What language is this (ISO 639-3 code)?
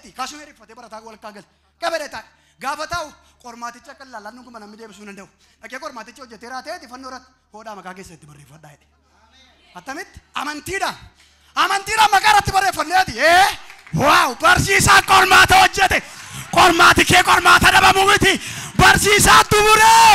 orm